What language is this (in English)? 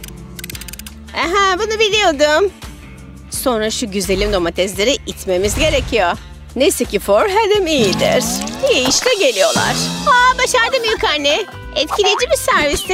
Turkish